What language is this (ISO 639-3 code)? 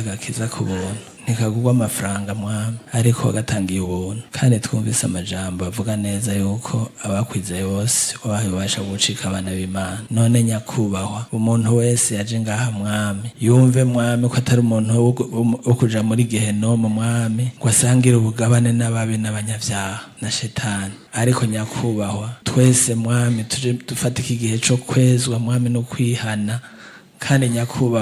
run